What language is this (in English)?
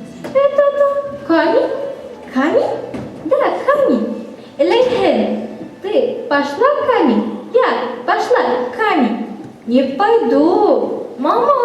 Bashkir